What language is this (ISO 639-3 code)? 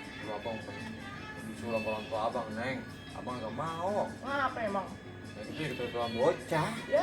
bew